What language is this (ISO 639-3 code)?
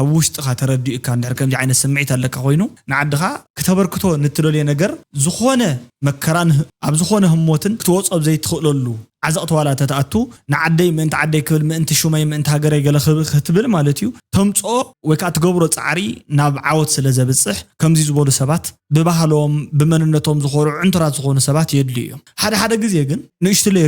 tir